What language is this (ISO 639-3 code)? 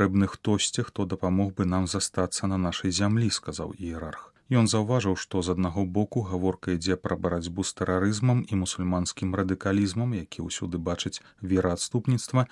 bel